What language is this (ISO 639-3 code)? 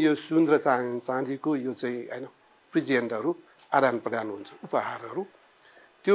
nep